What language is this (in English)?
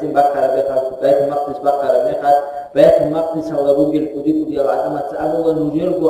Avaric